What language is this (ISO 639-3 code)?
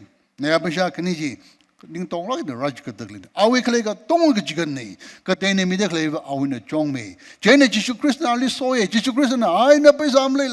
nmf